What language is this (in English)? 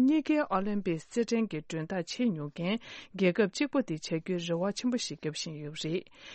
Tibetan